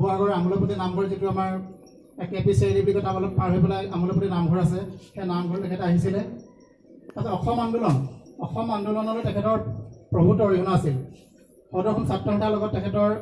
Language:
Assamese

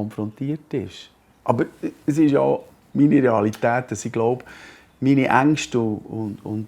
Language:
Swiss German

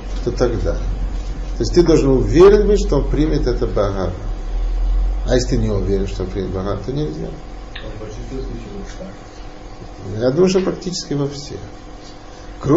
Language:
Russian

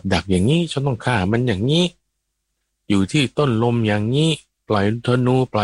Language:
Thai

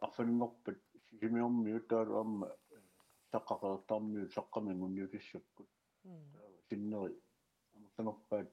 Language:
Kalaallisut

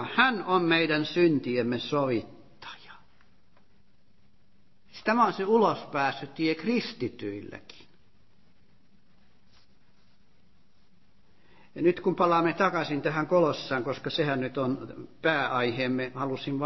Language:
Finnish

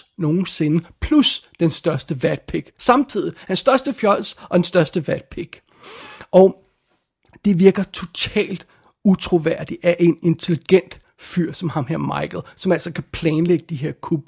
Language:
Danish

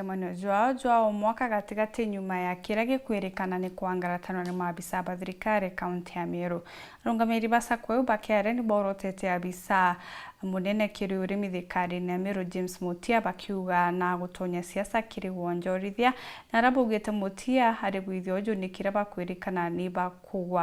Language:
Meru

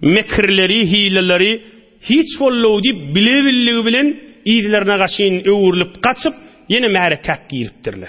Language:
Turkmen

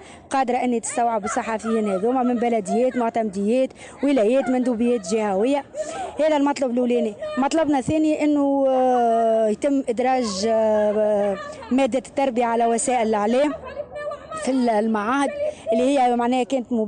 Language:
Tunisian Arabic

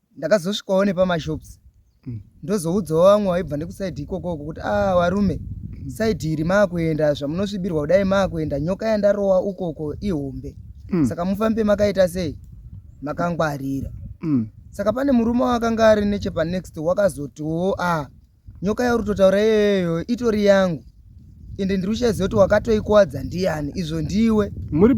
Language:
Shona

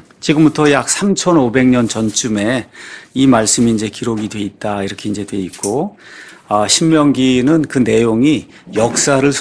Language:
Korean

